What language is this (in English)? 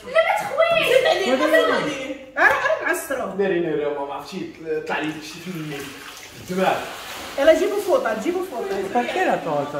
Moroccan Arabic